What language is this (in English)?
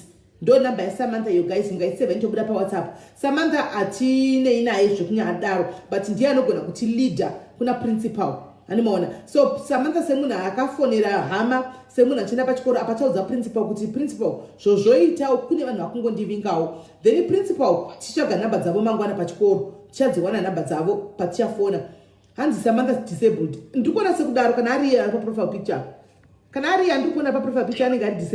Shona